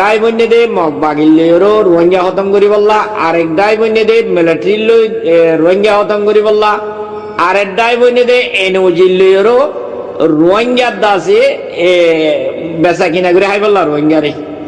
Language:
Rohingya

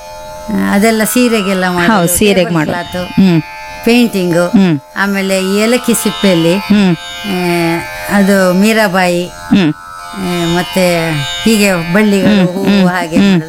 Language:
Kannada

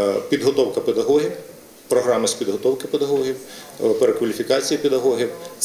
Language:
Ukrainian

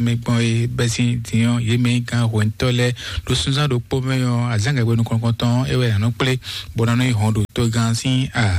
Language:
Fon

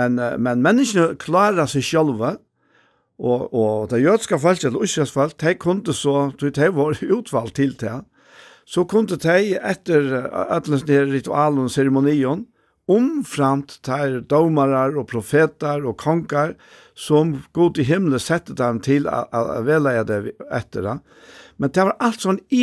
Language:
Faroese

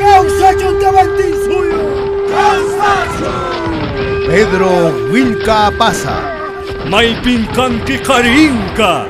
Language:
Puno Quechua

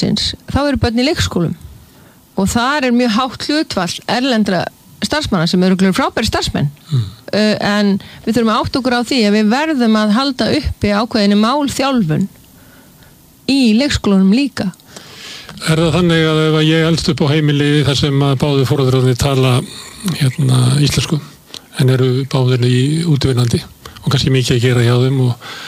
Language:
Icelandic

